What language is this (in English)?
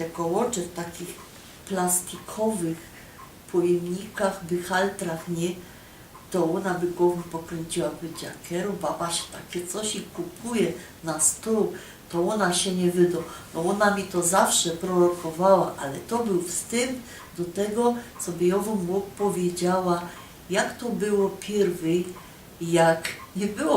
Silesian